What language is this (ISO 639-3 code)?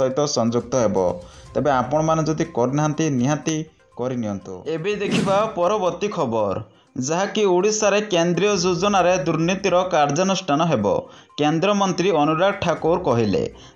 ori